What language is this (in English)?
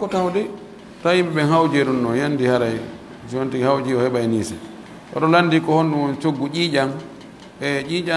Pular